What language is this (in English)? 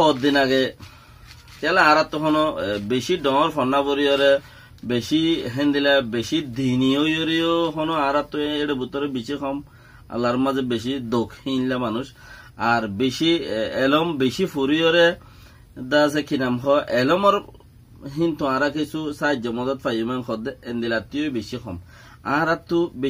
Rohingya